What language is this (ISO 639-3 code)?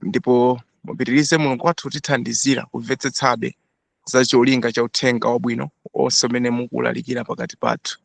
nya